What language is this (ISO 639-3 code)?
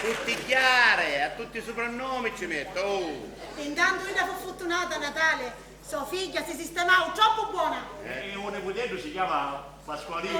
scn